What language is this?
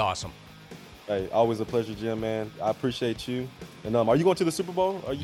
English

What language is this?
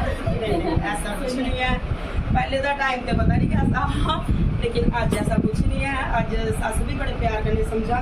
Dogri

